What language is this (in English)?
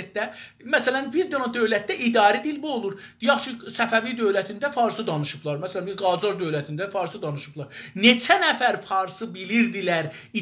South Azerbaijani